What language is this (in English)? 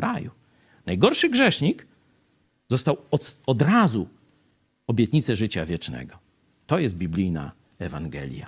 Polish